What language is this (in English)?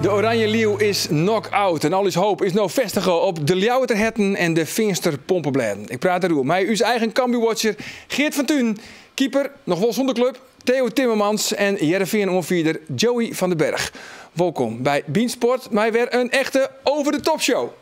Western Frisian